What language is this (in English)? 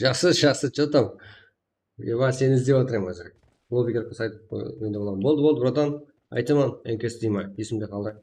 Kara-Kalpak